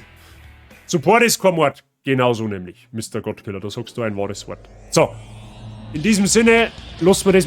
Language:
Bavarian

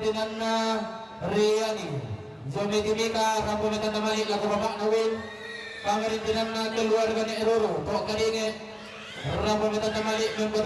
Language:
Toraja-Sa'dan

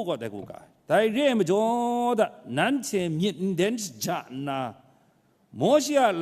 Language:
Kachin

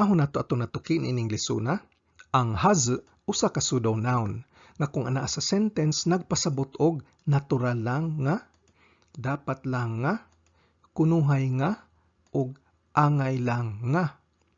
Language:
Cebuano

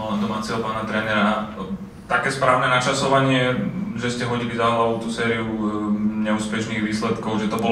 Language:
Slovak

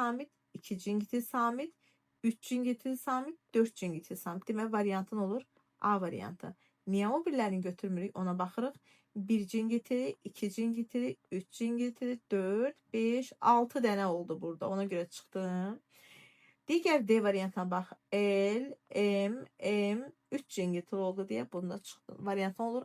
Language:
Azerbaijani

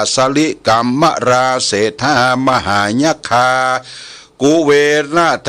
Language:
Pali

